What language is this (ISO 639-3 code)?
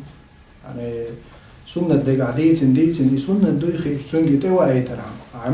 che